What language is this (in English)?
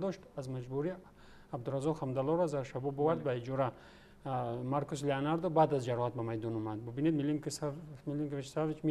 Tajik